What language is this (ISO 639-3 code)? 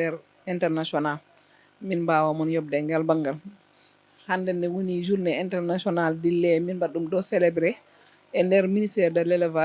ful